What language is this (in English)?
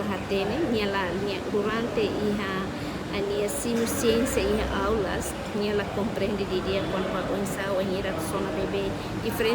Tetum